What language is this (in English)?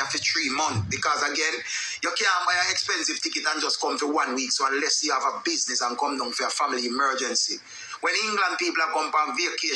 Jamaican Creole English